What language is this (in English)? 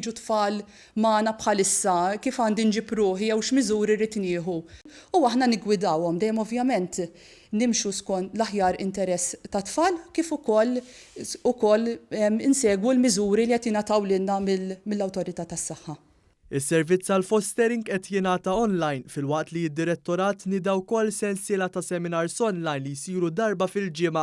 Maltese